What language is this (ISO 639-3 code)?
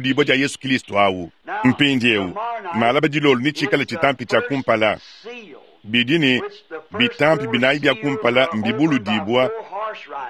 lua